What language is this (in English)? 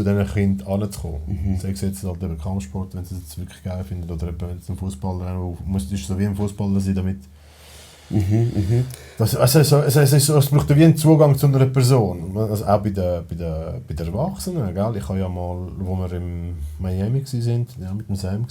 Swiss German